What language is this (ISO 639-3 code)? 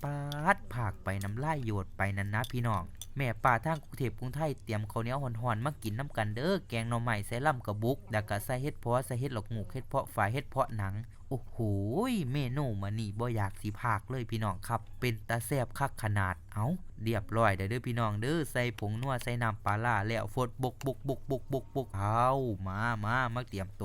lao